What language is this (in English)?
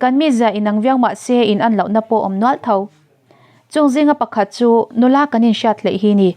Mizo